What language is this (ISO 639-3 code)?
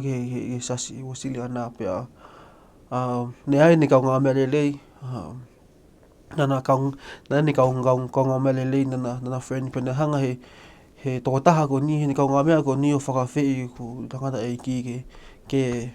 ton